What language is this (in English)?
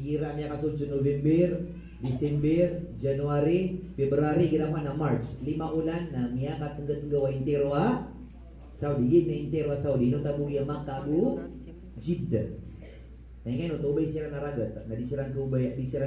Maranao